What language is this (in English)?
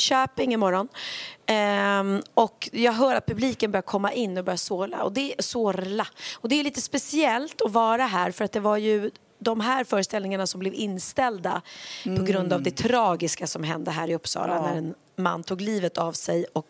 Swedish